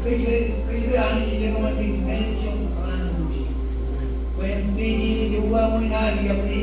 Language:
Marshallese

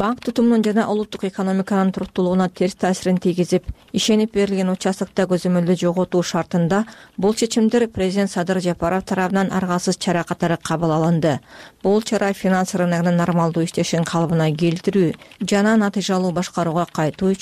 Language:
Kyrgyz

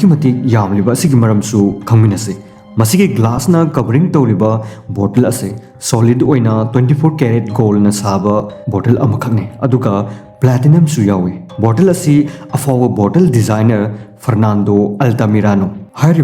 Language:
Manipuri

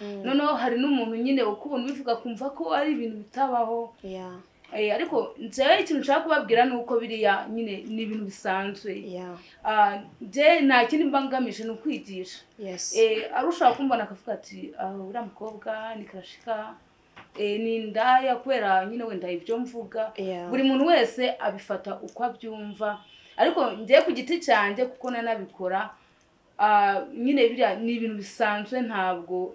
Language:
Kinyarwanda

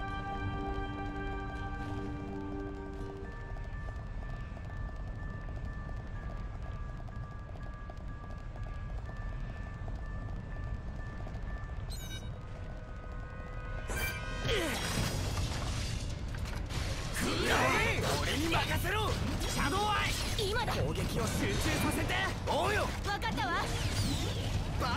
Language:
Japanese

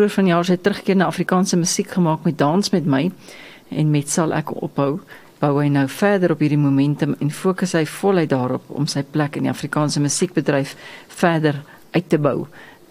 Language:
Afrikaans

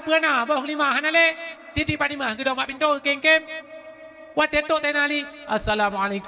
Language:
Achinese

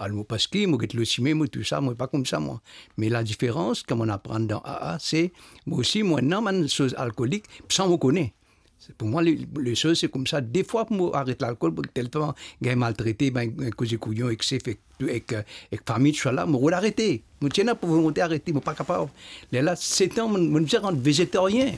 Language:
Morisyen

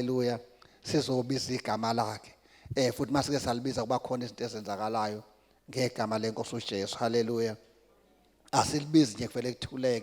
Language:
Zulu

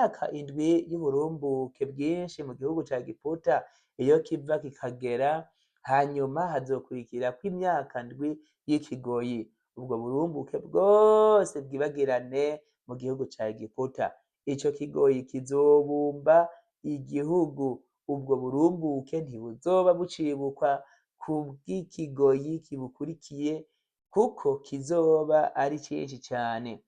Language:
Rundi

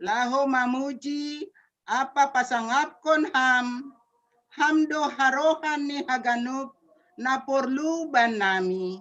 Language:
Batak Simalungun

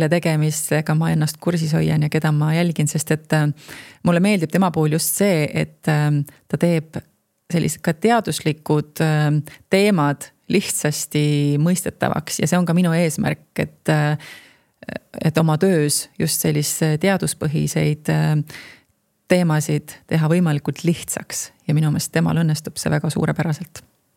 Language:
Estonian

